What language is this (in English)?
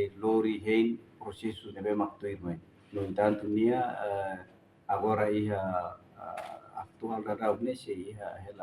Tetum